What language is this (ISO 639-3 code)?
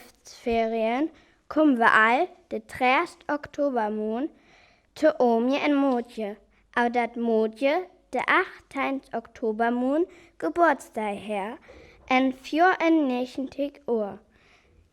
frr